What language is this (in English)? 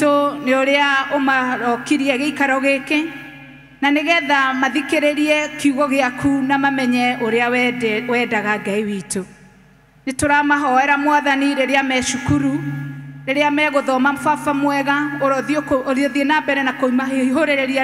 Kikuyu